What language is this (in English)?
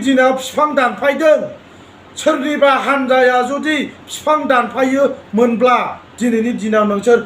Bodo